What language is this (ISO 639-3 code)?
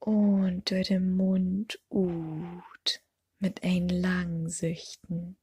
nds